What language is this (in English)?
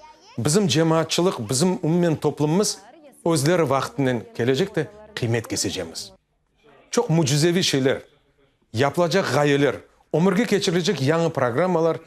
Crimean Tatar